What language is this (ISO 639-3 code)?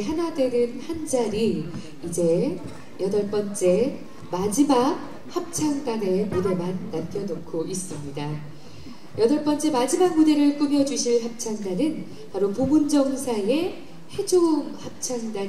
kor